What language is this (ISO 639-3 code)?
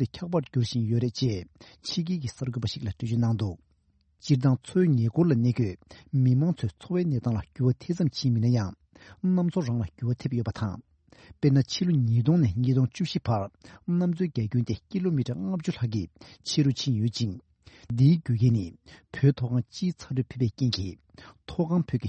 bod